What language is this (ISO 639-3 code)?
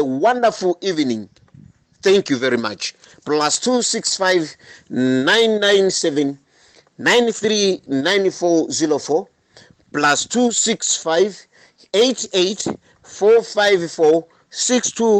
nya